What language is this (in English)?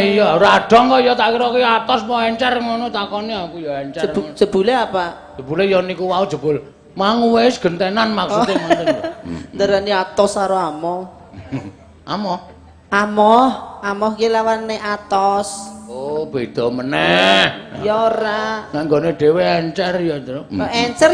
Javanese